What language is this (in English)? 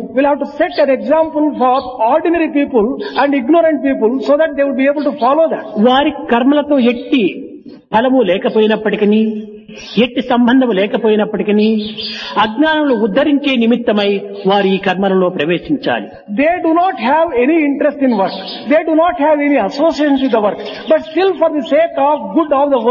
Telugu